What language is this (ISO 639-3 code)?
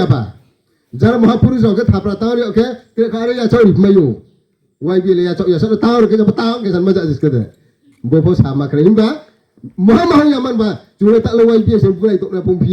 ria